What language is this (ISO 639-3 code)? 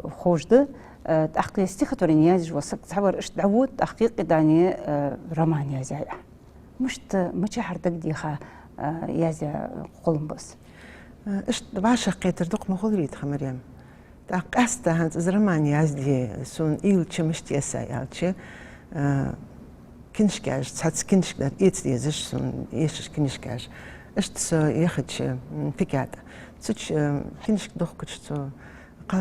inh